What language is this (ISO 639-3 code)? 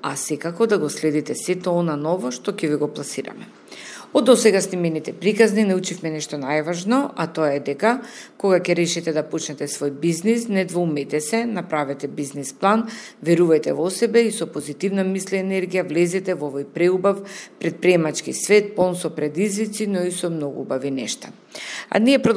mkd